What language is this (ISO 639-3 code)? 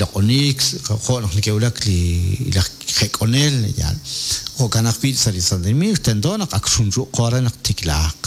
kek